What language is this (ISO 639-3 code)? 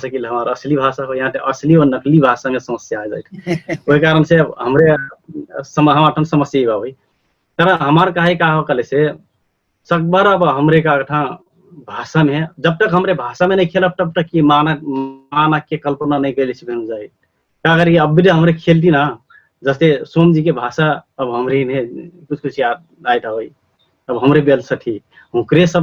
thl